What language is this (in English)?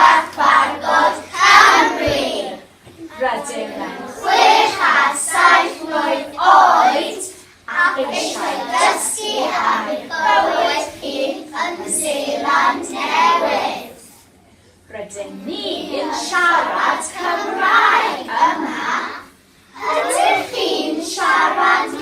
Welsh